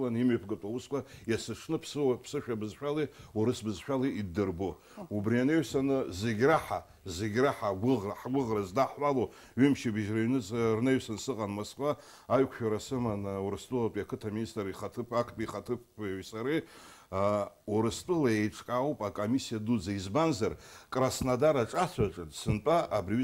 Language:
Abkhazian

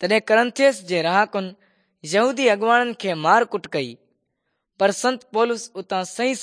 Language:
Sindhi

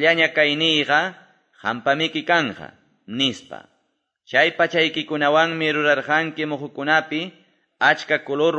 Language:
Quechua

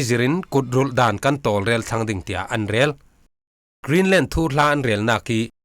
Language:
Falam Chin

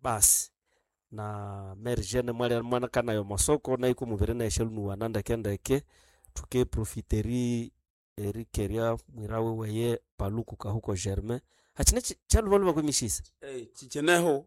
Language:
Nande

